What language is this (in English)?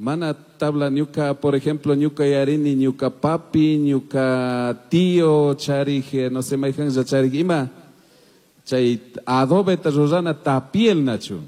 Chimborazo Highland Quichua